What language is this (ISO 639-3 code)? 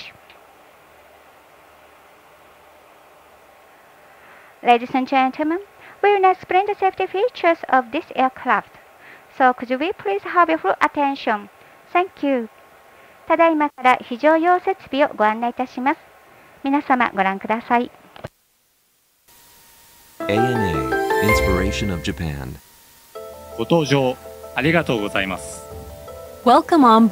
jpn